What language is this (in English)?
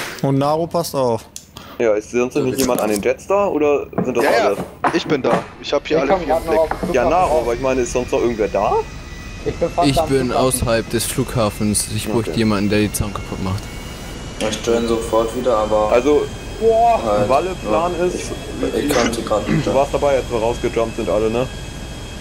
German